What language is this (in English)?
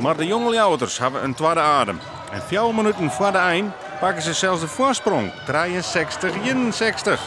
Western Frisian